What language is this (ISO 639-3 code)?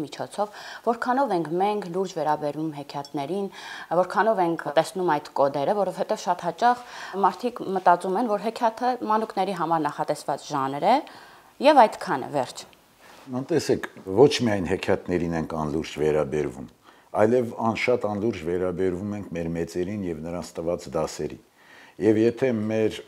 hye